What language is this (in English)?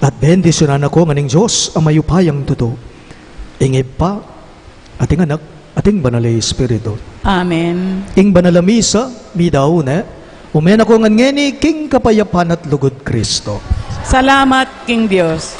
Pampanga